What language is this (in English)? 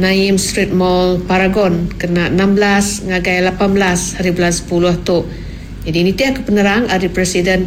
Iban